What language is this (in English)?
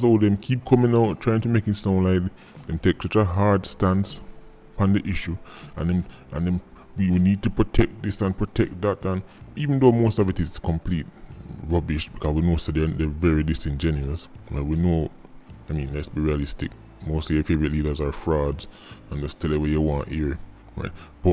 Jamaican Creole English